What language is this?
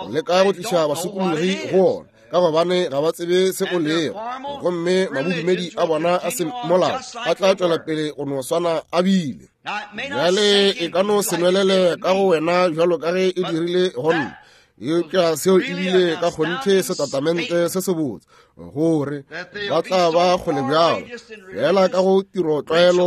Northern Sotho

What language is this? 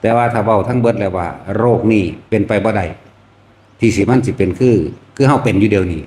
Northeastern Thai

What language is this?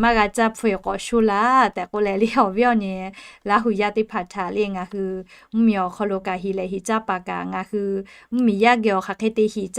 Lahu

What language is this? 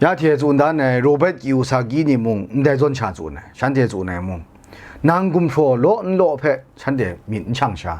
Kachin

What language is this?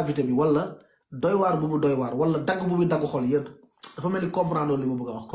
Wolof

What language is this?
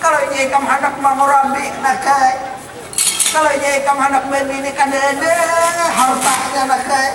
Banjar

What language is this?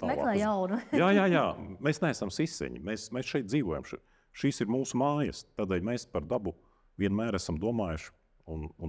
Latvian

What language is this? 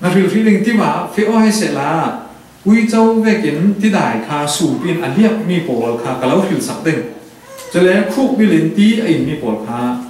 Falam Chin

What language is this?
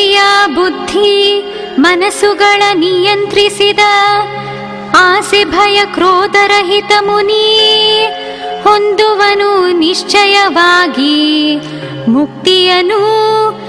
Kannada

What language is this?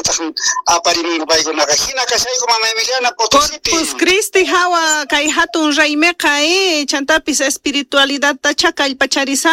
South Bolivian Quechua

